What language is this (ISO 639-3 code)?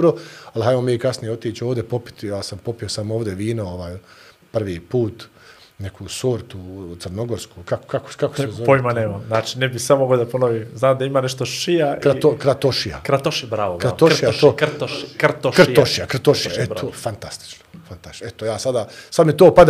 bos